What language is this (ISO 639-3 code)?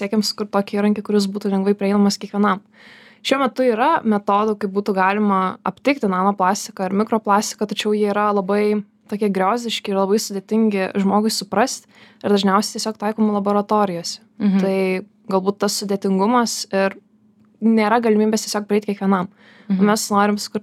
lit